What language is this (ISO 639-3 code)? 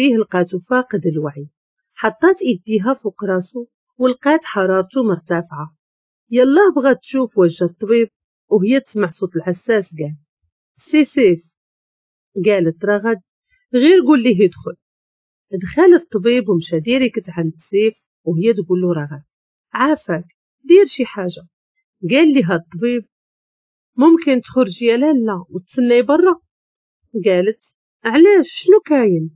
ary